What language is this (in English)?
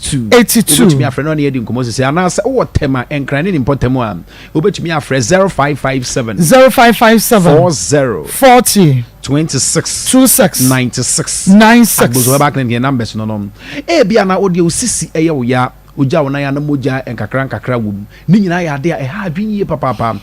Akan